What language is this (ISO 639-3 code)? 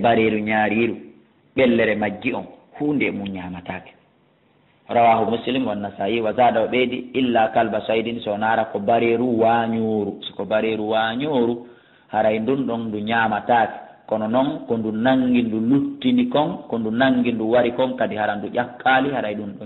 ful